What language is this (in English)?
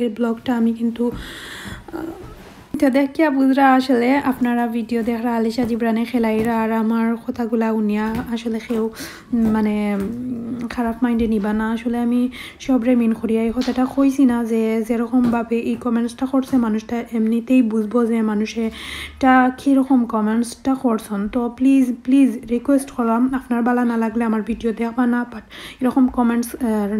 Sylheti